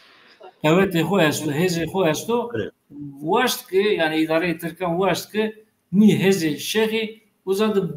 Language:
Zaza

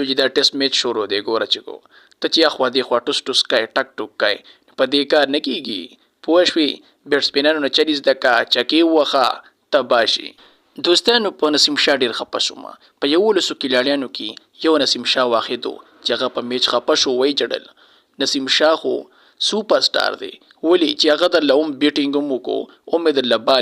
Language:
Pashto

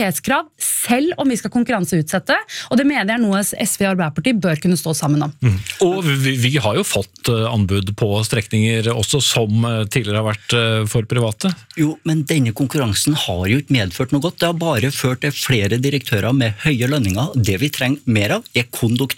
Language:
Norwegian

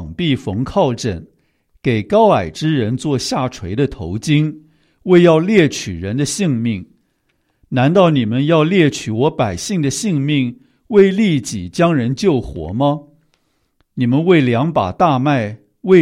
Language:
Chinese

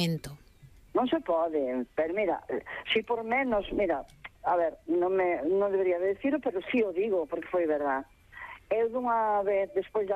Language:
Galician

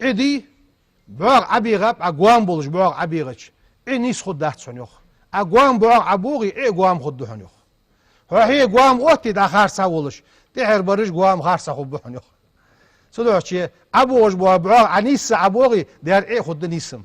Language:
Ingush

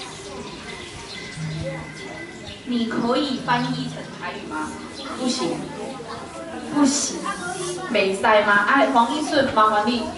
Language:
Min Nan Chinese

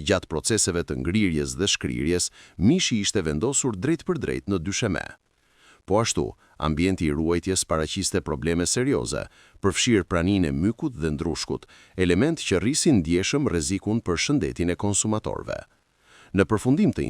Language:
Albanian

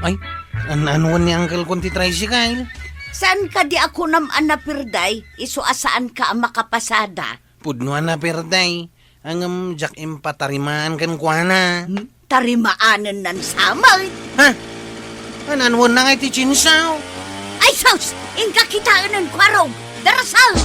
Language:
Iloko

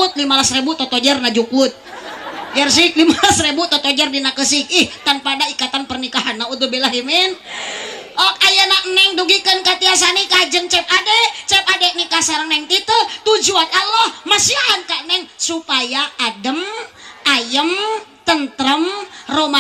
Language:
Sundanese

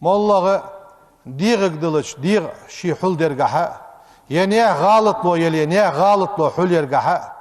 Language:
Ingush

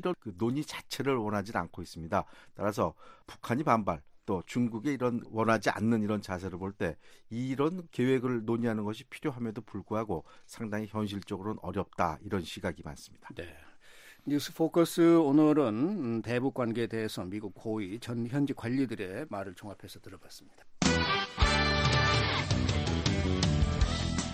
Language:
Korean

